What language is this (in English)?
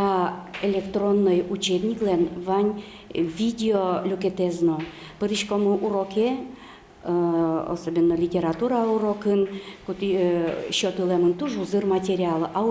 Udmurt